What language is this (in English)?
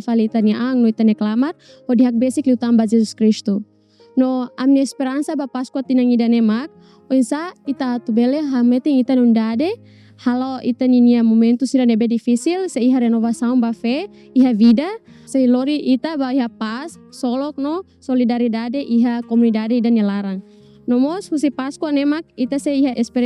Tetum